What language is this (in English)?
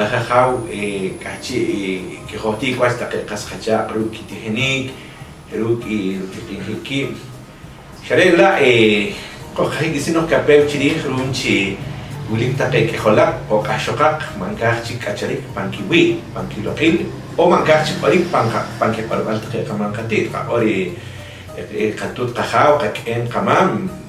Poqomchi'